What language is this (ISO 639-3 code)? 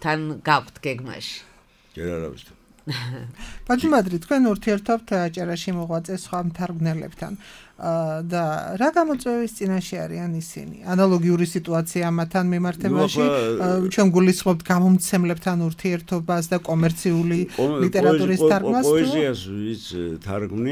kat